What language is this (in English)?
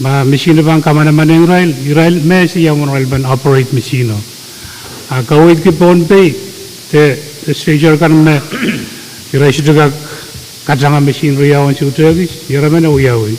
Pohnpeian